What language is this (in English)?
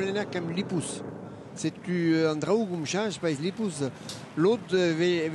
Breton